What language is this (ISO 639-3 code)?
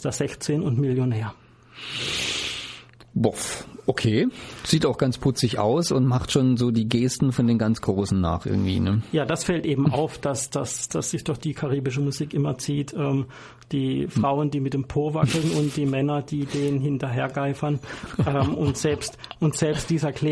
deu